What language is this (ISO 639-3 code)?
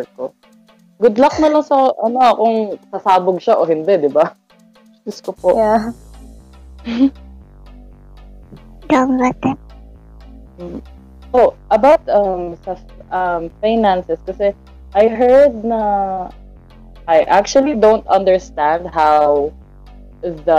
fil